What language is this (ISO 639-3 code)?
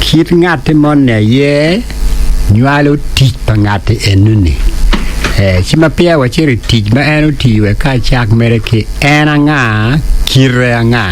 ach